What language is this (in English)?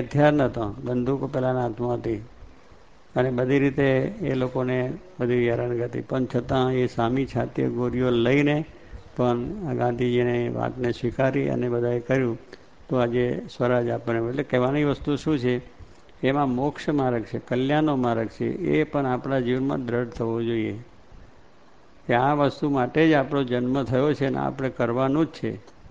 Gujarati